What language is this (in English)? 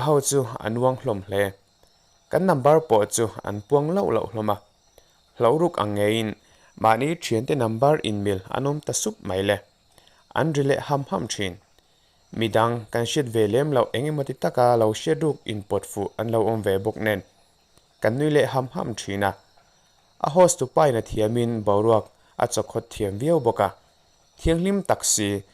Mizo